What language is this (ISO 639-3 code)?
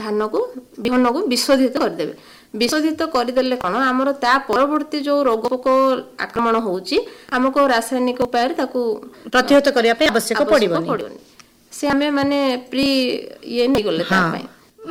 ori